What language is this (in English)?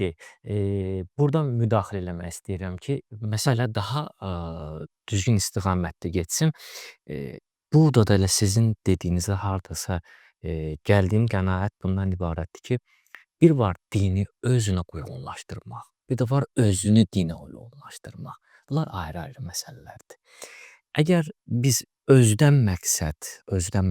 Azerbaijani